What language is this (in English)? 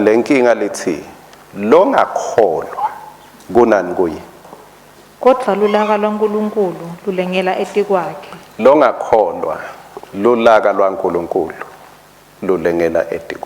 Swati